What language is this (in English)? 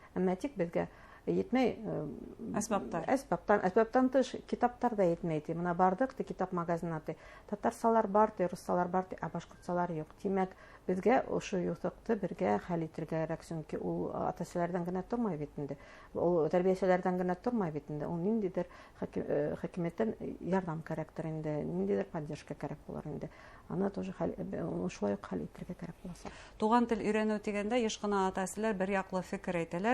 Bashkir